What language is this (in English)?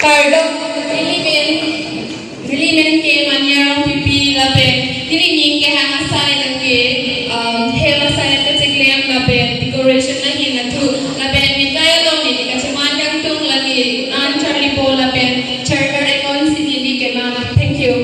Karbi